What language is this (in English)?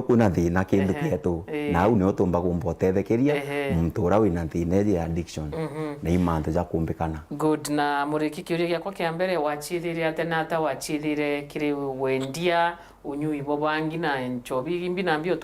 Meru